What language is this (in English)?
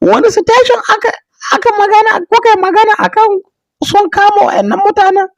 Hausa